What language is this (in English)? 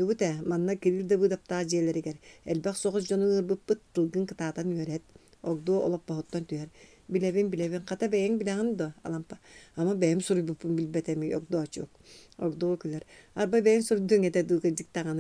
Yakut